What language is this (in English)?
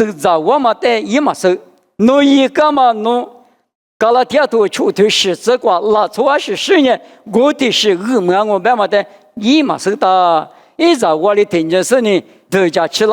Lisu